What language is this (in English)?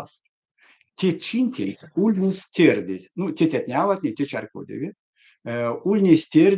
Erzya